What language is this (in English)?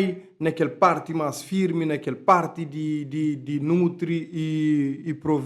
Kabuverdianu